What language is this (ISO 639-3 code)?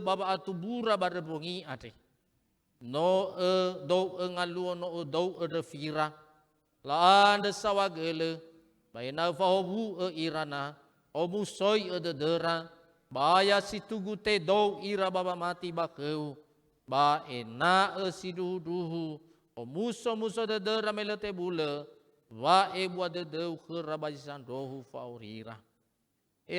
nia